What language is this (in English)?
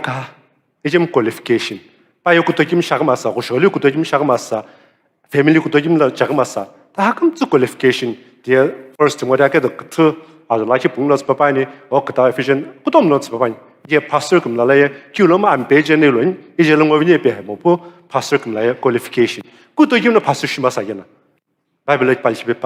Sumi Naga